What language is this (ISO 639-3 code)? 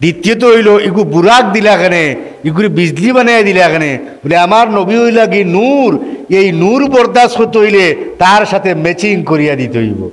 syl